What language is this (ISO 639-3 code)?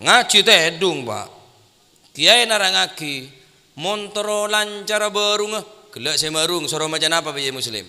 mad